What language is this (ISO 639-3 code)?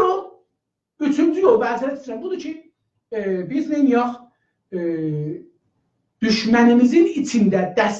azb